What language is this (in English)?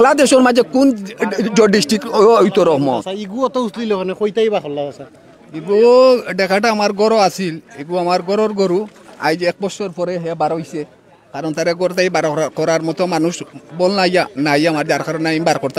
Sylheti